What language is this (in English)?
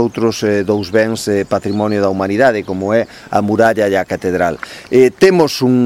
Galician